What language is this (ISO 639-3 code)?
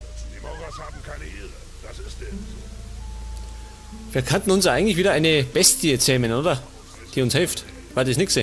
bar